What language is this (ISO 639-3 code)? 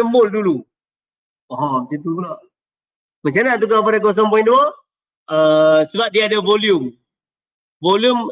msa